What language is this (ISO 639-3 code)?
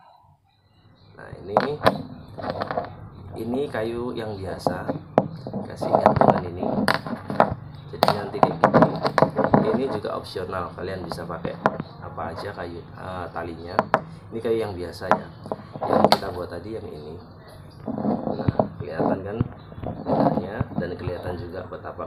ind